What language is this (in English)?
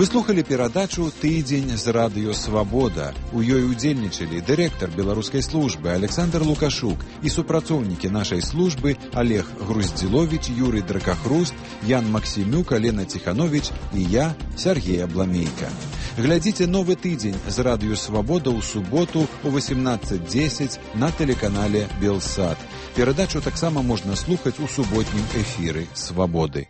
Belarusian